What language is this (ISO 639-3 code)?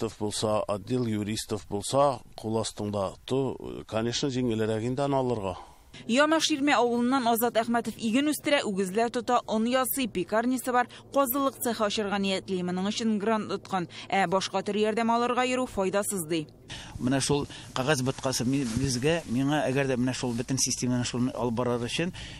tat